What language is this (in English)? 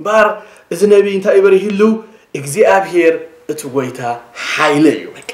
Tigrinya